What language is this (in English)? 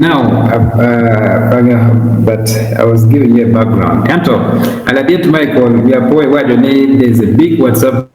Acoli